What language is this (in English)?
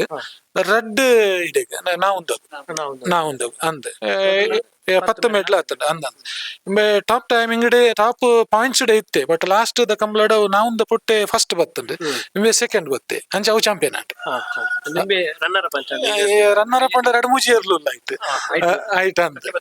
Tulu